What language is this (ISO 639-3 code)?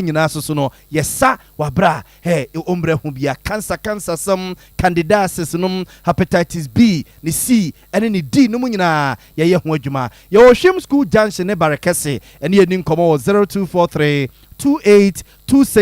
aka